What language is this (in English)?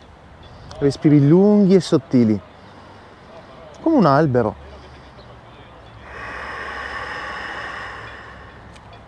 Italian